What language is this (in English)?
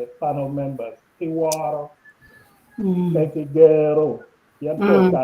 Acoli